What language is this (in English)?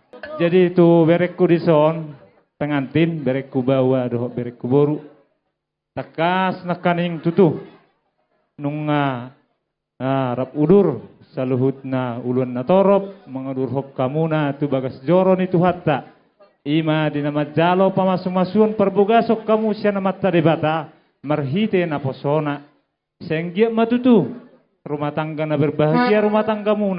Batak Toba